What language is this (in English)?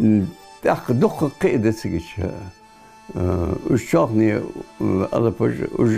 Ingush